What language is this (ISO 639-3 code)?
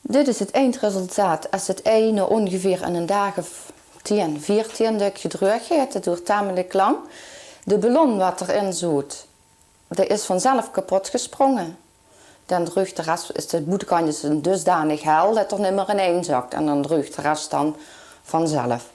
lim